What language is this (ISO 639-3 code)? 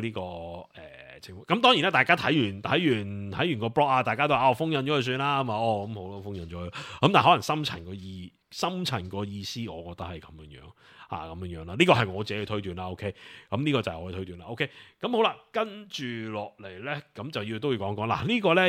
yue